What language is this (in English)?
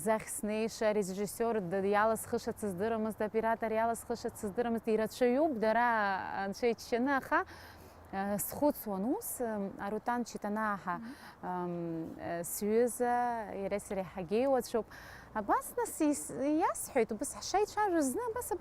Abkhazian